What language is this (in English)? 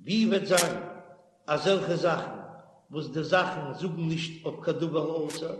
Yiddish